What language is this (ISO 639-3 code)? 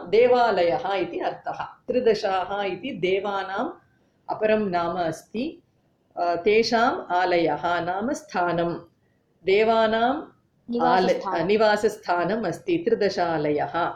san